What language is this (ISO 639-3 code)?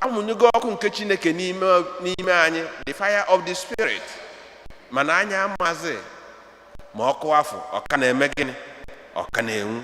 ibo